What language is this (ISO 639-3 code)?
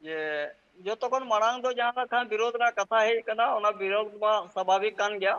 sat